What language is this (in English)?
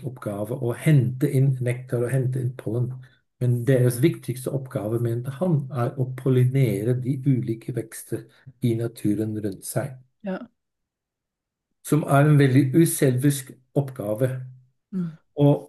Norwegian